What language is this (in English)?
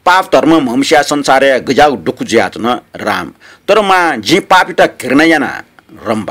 Newari